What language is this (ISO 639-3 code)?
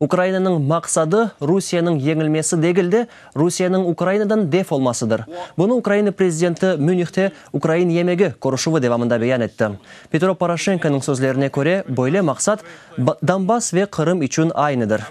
crh